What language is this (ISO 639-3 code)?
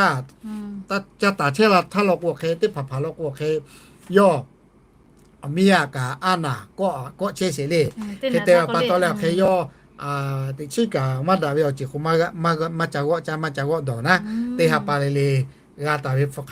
lhu